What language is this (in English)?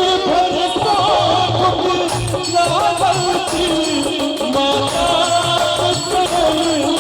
Maithili